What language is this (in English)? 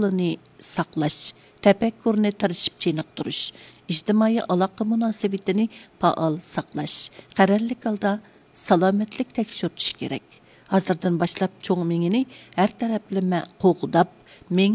Uyghur